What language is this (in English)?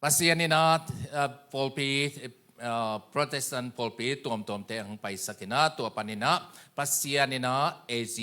Tedim Chin